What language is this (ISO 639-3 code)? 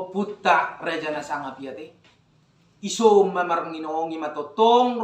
bbc